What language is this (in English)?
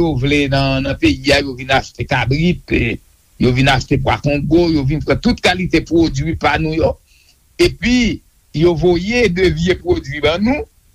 Haitian Creole